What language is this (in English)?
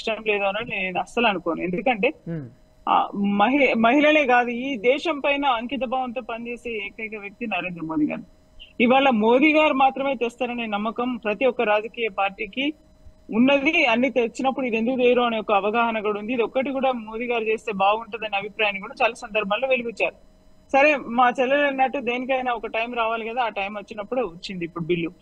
Telugu